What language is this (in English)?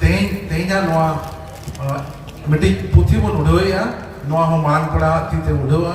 Santali